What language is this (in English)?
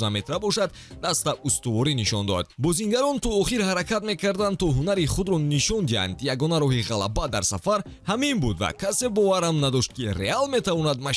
Tajik